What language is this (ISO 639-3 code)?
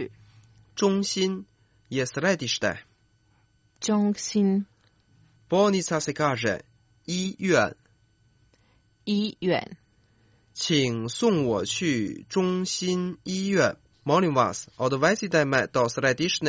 hrv